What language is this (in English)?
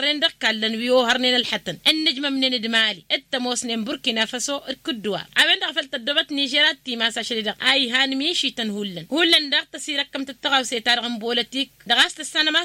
Tamasheq